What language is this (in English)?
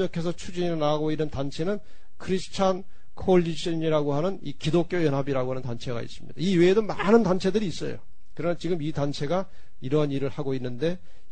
Korean